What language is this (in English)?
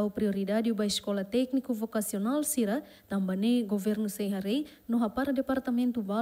Tetum